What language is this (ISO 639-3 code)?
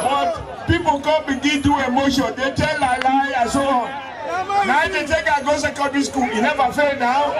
pcm